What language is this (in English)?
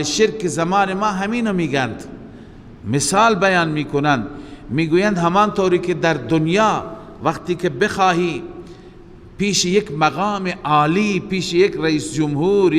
Persian